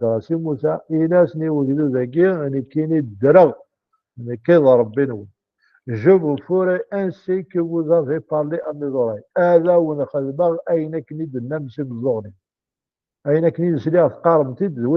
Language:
Kabyle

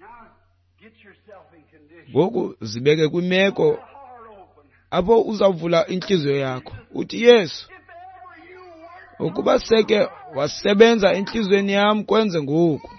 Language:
Xhosa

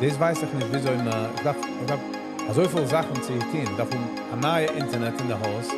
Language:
Yiddish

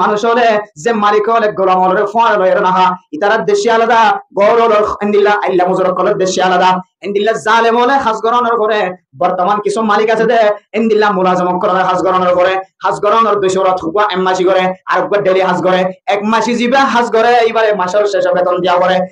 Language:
Rohingya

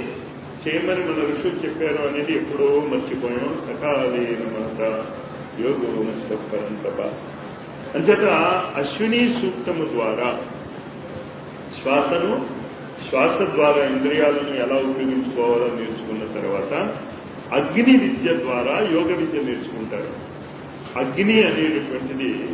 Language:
Telugu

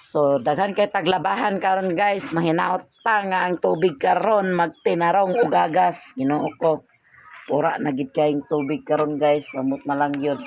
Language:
Cebuano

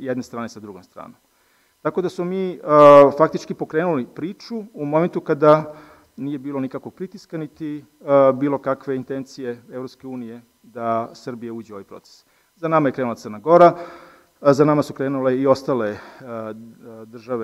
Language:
Serbian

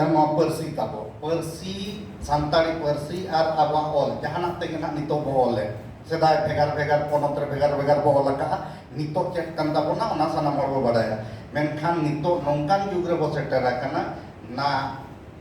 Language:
Santali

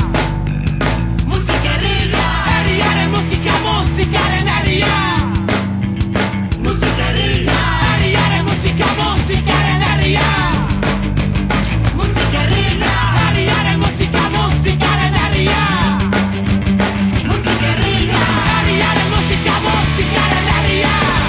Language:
Basque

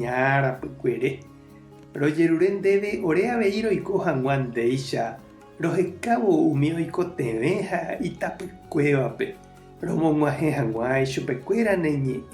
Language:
Guarani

